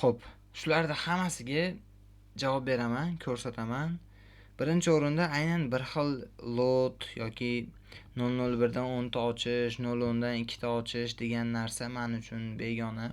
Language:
Uzbek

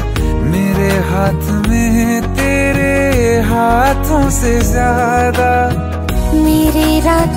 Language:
Hindi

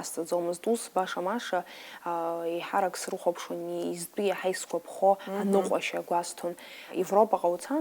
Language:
Abkhazian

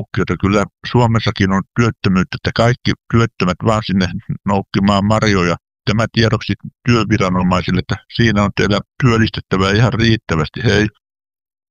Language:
Finnish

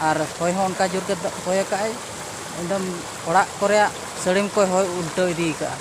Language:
Santali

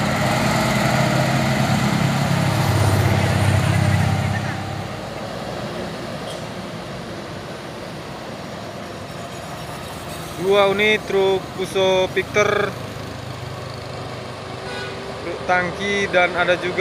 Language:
Indonesian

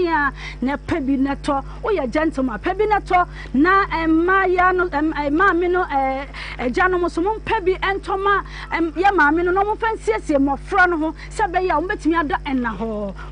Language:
Akan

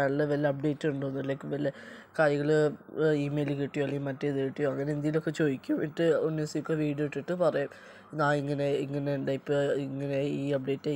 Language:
Malayalam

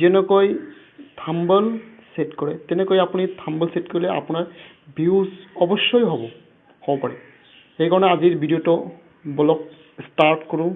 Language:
Assamese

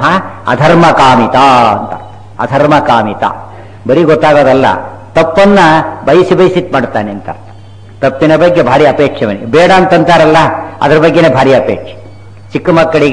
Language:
Kannada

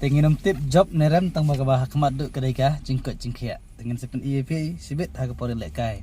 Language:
Khasi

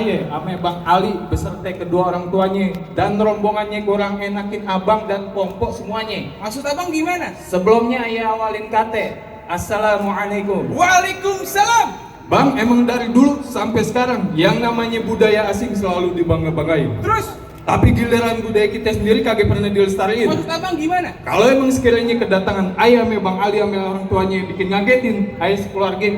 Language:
Betawi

